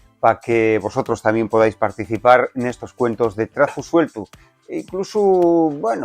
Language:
Asturian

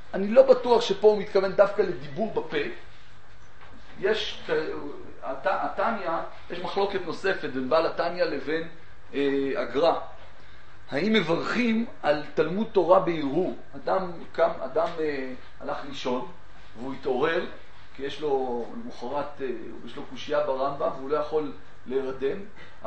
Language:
Hebrew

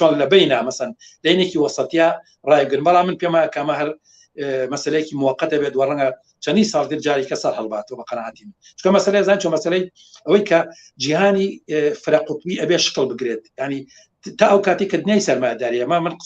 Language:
Central Kurdish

